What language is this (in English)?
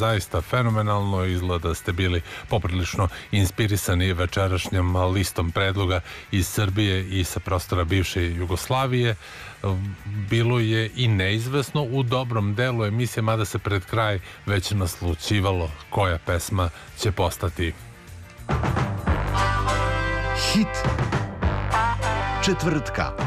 Serbian